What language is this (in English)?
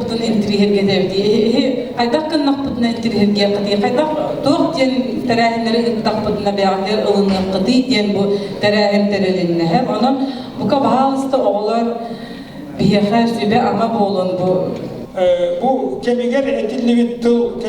Yakut